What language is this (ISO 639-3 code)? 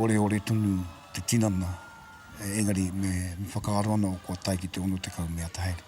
mri